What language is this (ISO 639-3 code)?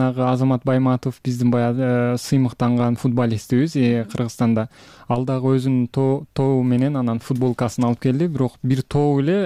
kir